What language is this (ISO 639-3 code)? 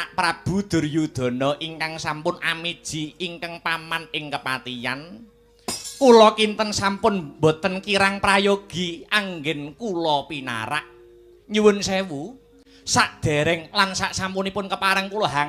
jav